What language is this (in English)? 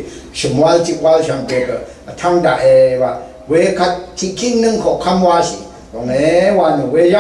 Rawang